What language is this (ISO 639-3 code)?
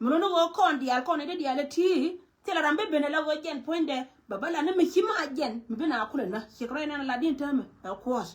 nus